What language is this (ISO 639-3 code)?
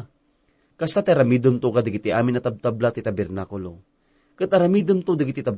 ilo